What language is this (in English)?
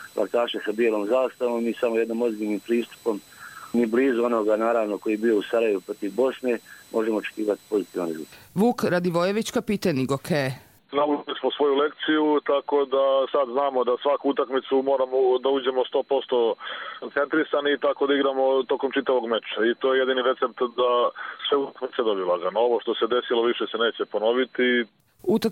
Croatian